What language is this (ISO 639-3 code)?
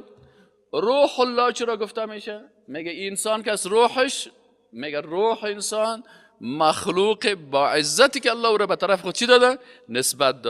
fas